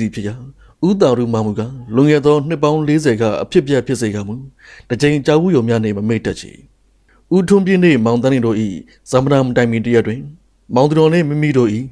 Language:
Burmese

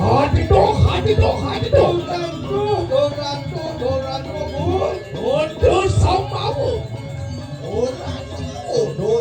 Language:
Balinese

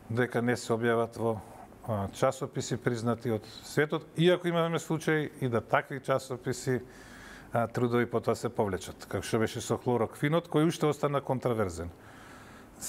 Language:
Macedonian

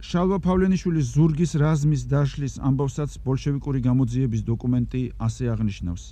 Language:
Georgian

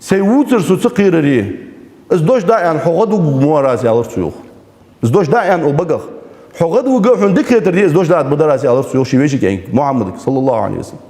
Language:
Ingush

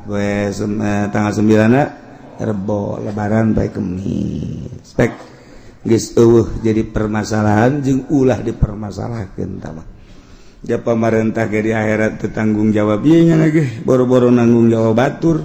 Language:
Sundanese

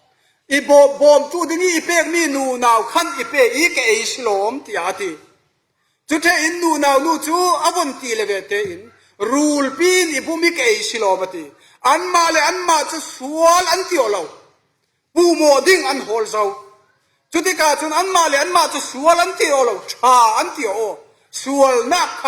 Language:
Falam Chin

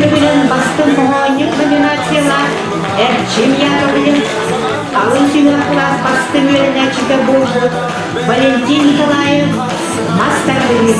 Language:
Yakut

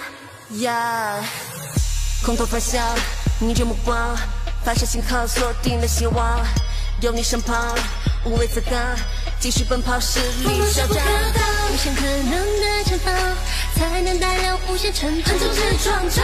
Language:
Chinese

